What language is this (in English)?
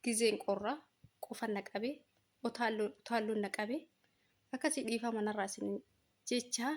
Oromo